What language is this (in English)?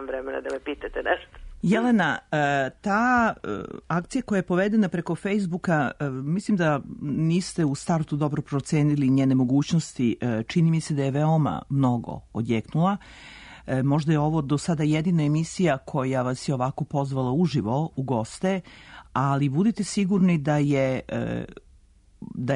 Serbian